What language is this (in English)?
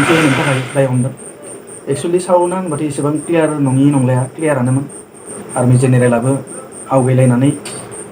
Bodo